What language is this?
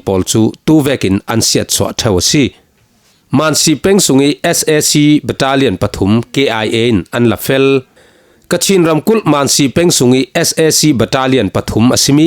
Falam Chin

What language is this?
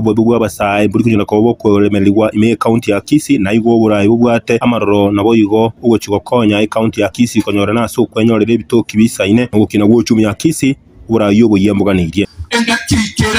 Gusii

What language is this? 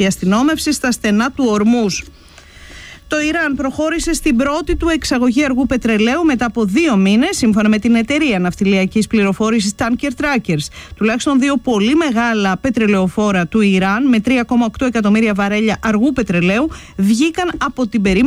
Greek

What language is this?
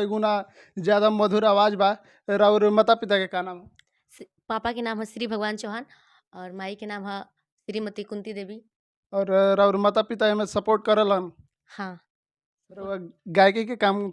Bhojpuri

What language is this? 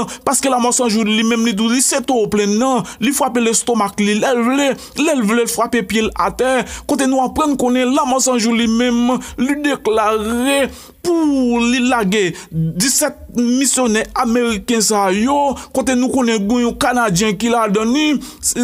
Haitian Creole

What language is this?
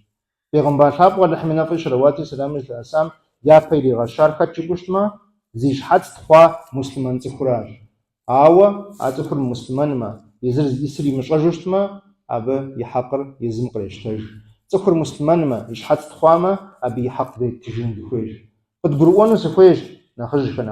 Kabardian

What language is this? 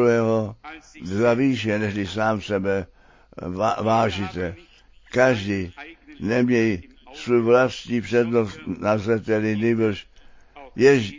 Czech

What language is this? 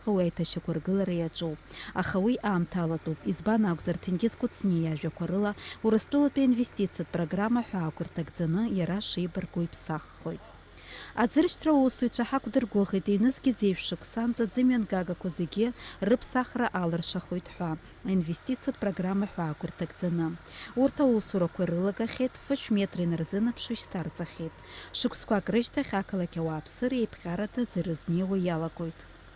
Abkhazian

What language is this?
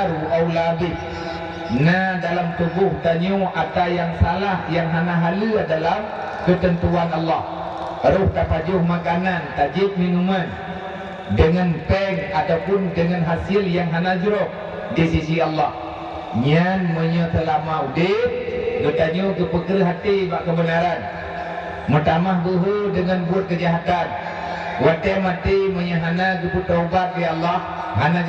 Achinese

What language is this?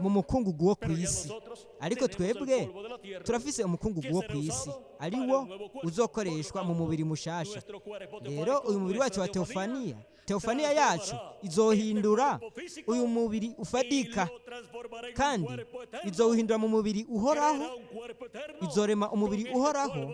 Rundi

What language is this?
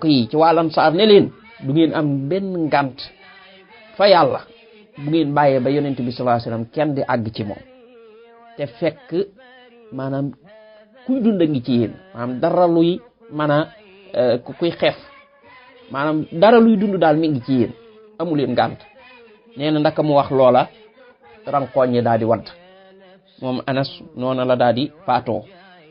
Wolof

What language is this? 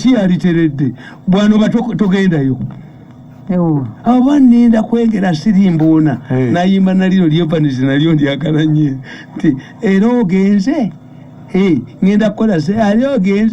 Ganda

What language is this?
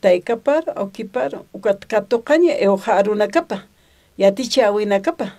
Aymara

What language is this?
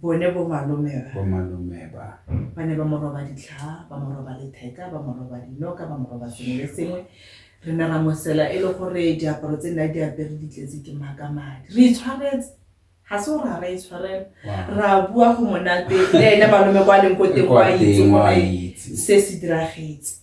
Tswana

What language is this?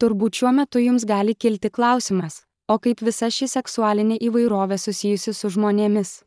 Lithuanian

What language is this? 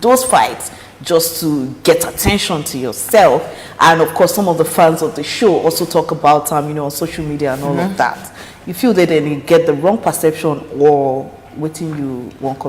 Nigerian Pidgin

